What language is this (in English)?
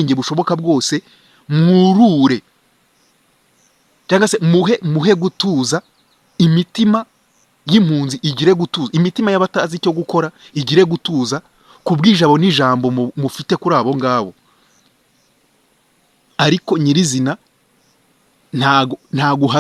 Kinyarwanda